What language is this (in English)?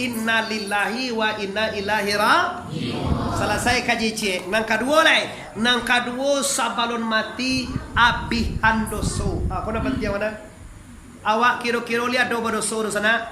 Minangkabau